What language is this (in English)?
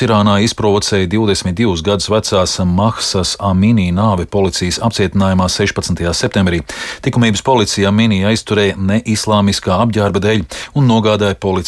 Latvian